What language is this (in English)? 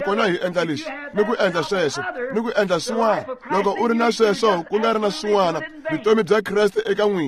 Tsonga